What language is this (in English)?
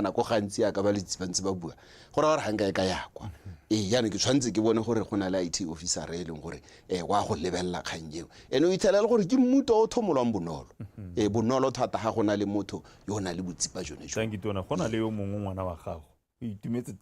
Tswana